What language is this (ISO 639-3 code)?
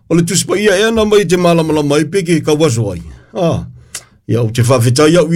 smo